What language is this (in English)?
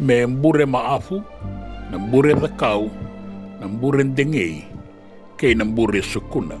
Fijian